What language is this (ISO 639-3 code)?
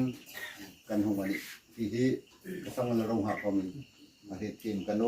hmr